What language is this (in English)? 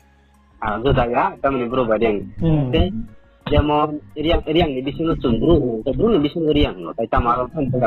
Riang (India)